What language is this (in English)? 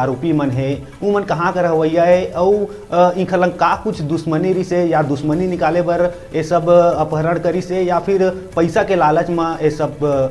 Chhattisgarhi